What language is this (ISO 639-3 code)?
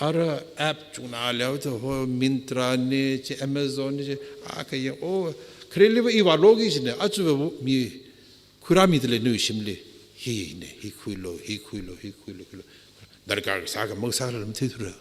nmf